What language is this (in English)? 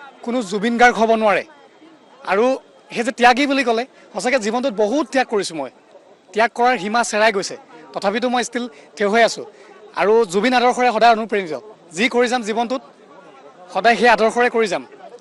Assamese